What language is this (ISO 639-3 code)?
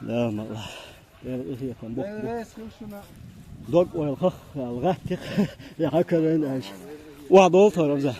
che